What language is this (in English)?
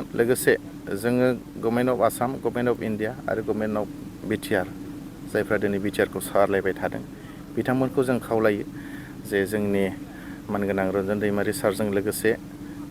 Bodo